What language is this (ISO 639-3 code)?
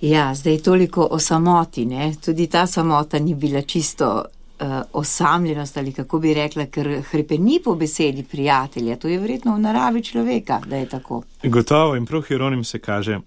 slv